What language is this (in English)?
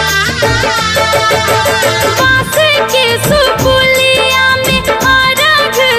Bhojpuri